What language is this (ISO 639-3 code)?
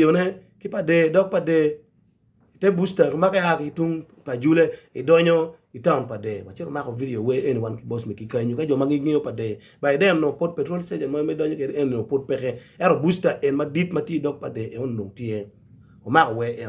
ach